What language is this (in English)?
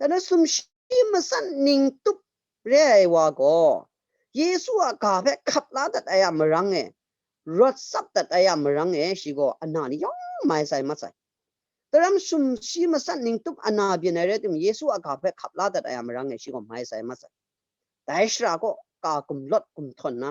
Kachin